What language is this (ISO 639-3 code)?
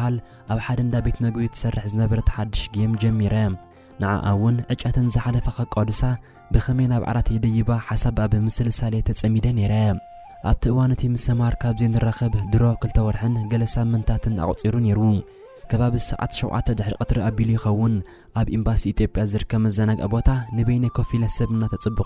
tir